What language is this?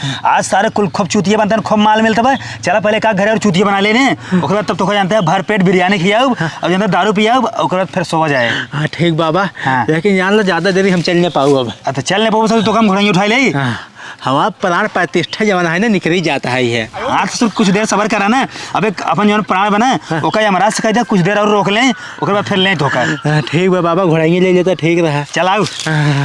Awadhi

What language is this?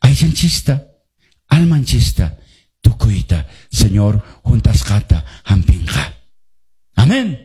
Quechua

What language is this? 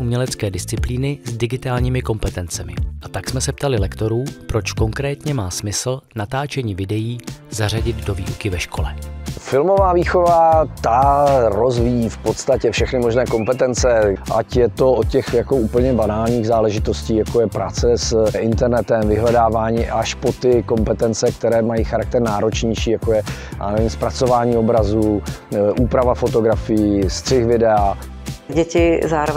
Czech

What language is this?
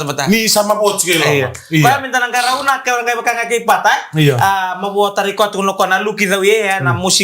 Fijian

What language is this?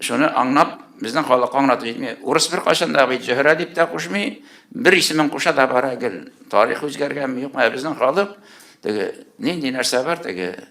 Tatar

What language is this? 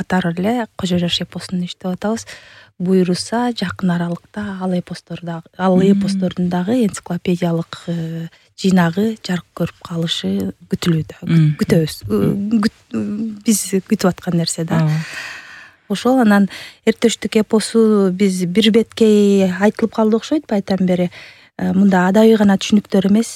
Kyrgyz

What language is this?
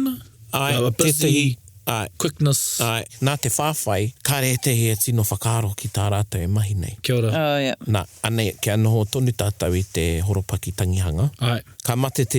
Māori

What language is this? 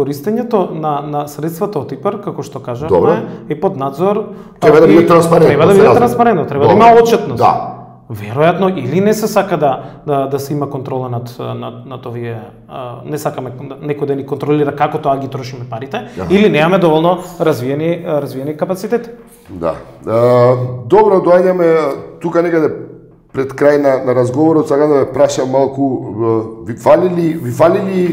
Macedonian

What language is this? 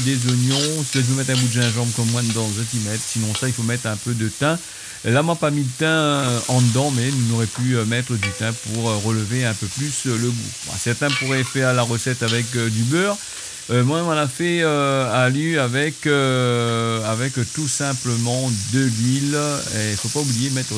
Réunion Creole French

